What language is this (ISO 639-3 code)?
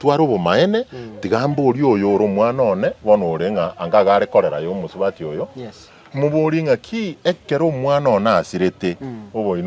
guz